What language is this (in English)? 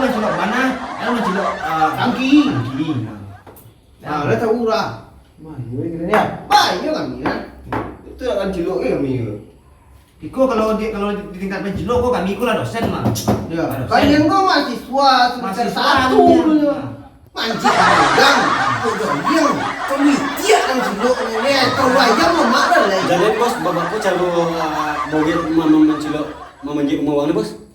Minangkabau